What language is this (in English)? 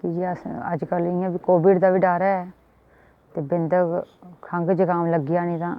Dogri